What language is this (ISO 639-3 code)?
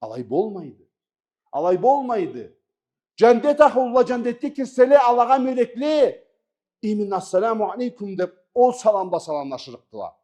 krc